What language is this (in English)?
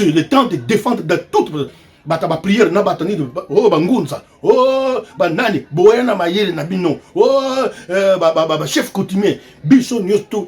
Lingala